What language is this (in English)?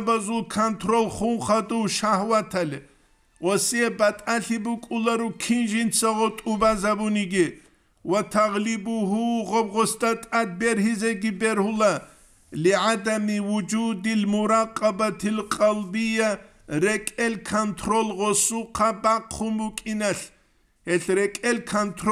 Avaric